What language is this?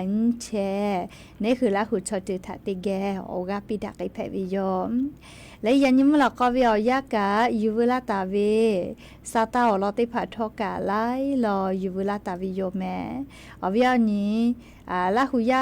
Lahu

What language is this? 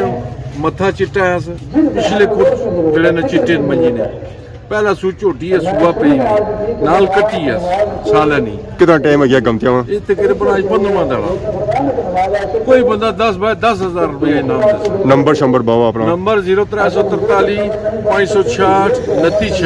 Pahari-Potwari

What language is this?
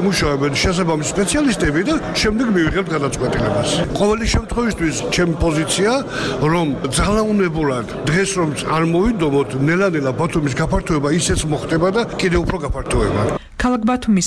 Georgian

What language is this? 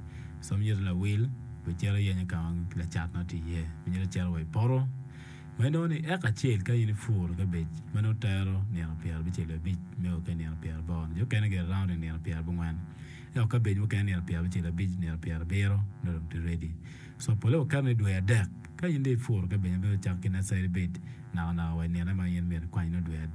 Acoli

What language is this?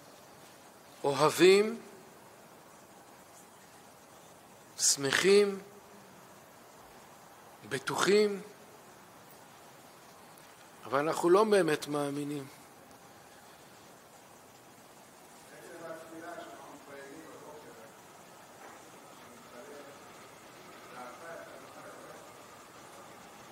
Hebrew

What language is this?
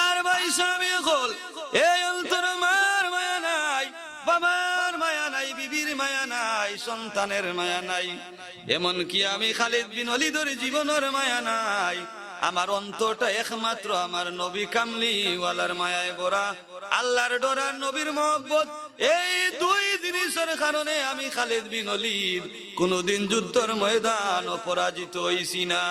Sylheti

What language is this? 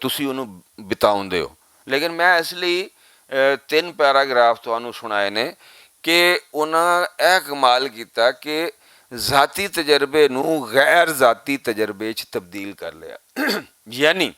Western Panjabi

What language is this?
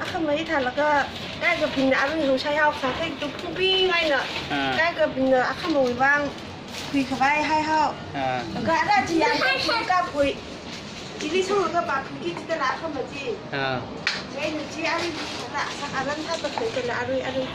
Tangkhul Naga (India)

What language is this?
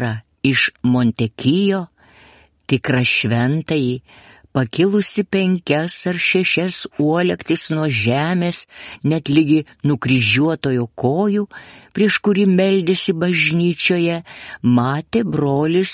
Lithuanian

